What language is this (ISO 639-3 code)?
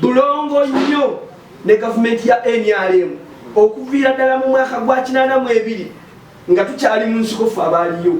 lug